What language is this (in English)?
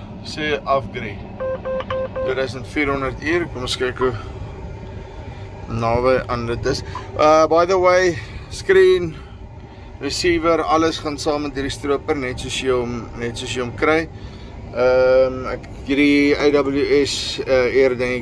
Afrikaans